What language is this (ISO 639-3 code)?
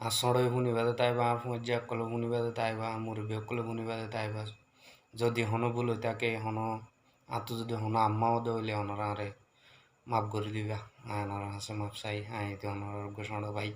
rhg